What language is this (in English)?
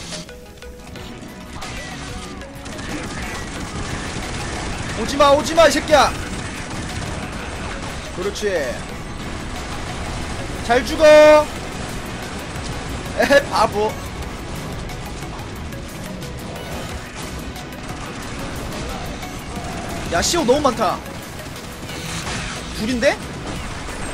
Korean